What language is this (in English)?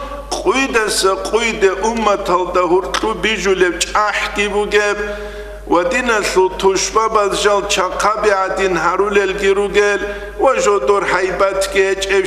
Avaric